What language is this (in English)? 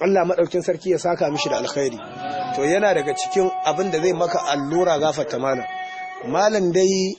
Hausa